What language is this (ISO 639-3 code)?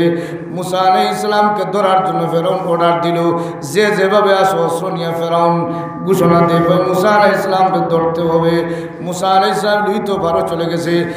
syl